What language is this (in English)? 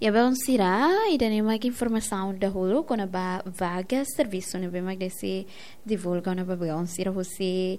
Tetum